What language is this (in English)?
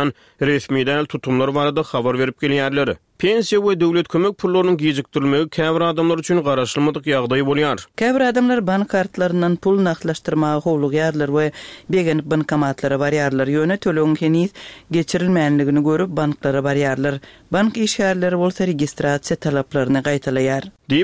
Turkmen